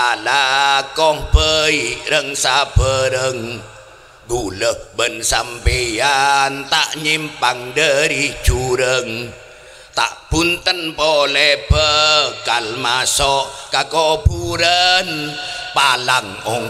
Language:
Madurese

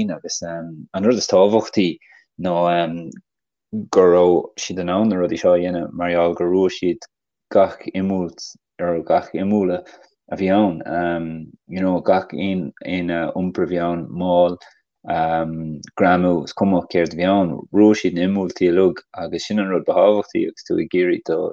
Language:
Irish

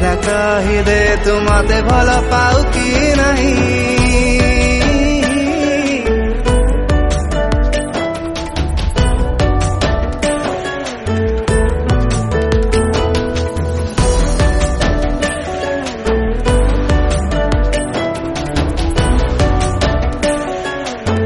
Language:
Hindi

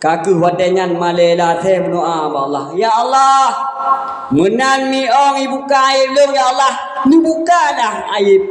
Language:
Achinese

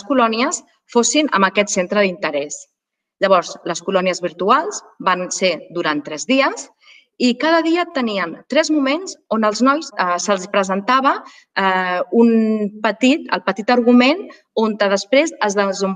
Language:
Catalan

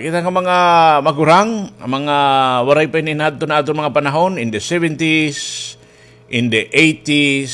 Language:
Waray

